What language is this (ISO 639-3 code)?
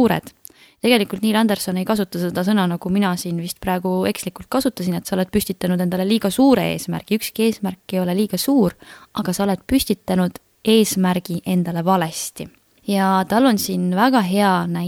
est